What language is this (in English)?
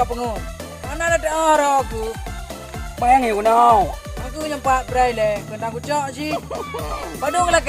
Achinese